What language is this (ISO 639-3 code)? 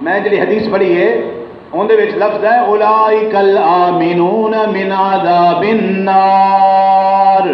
skr